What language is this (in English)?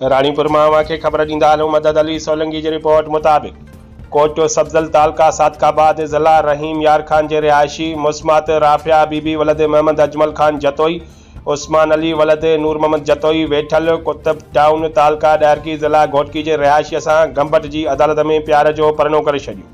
Sindhi